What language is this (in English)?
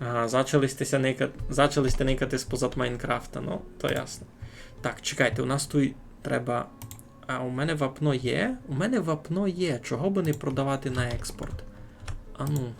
Rusyn